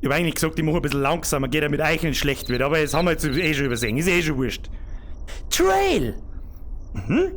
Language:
Bavarian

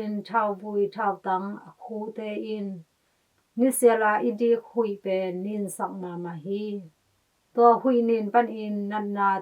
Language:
Tedim Chin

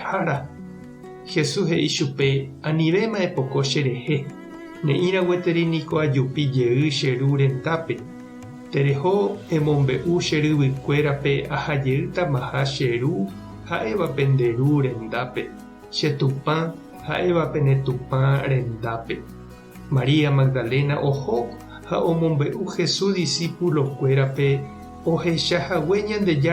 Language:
Guarani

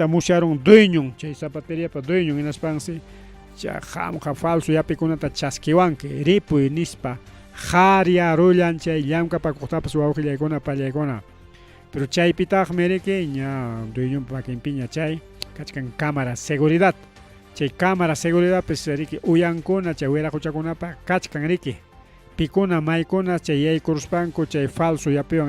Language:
Ayacucho Quechua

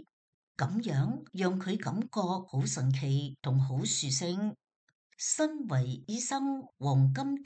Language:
Cantonese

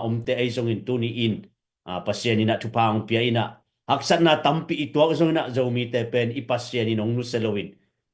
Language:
Tedim Chin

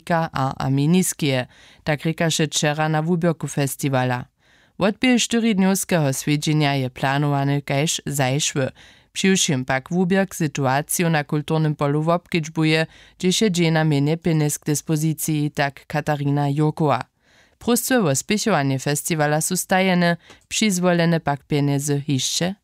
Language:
Upper Sorbian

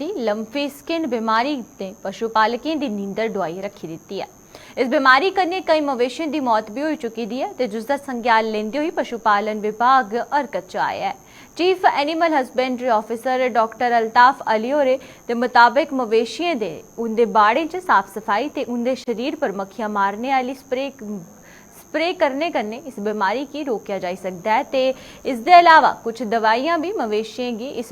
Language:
Dogri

